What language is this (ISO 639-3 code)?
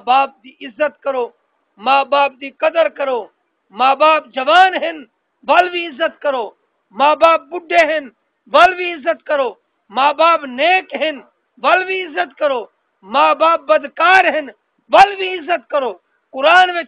skr